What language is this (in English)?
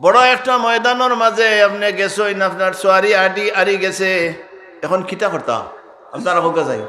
Sylheti